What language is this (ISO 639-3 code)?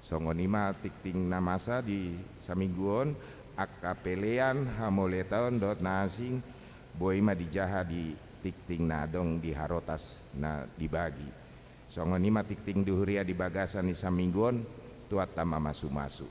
bbc